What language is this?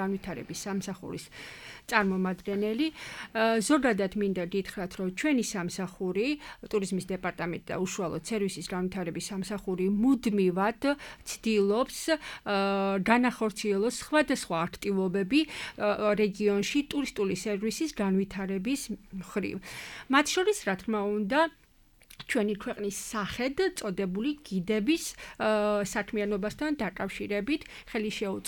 Georgian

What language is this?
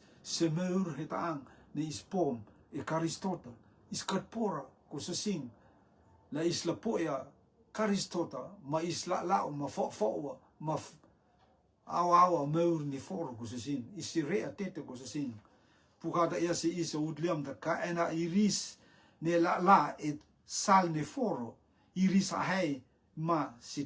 Rotuman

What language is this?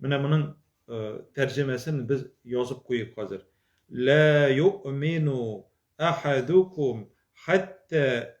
Tatar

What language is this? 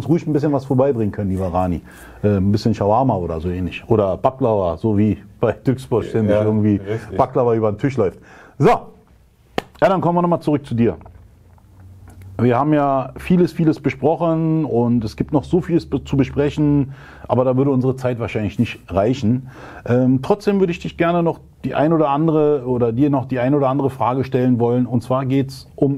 German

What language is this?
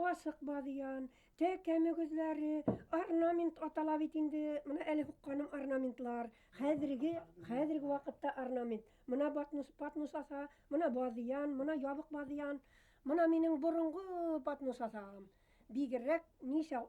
Bashkir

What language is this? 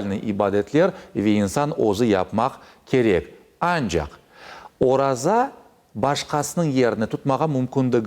Crimean Tatar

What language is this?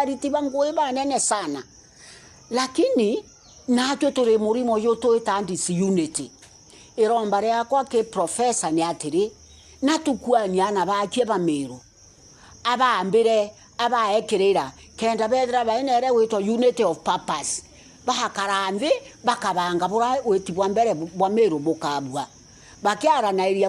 Meru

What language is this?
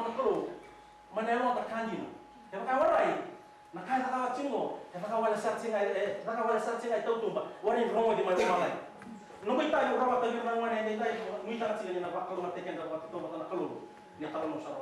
Fijian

